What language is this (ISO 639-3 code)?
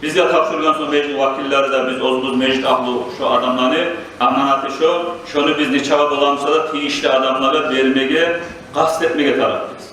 kum